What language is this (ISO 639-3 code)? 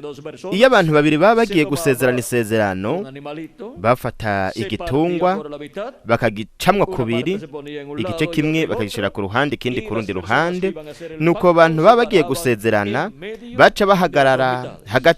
run